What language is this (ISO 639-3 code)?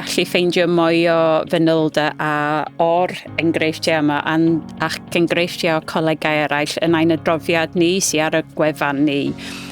cym